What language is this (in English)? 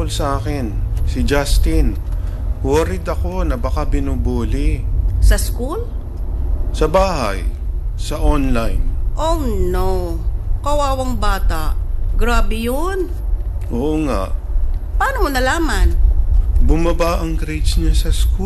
Filipino